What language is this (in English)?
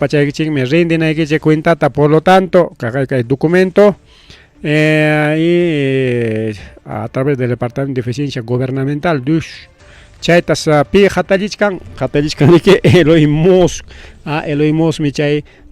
Ayacucho Quechua